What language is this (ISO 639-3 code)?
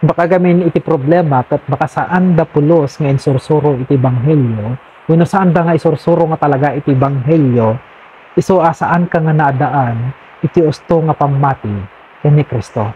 ilo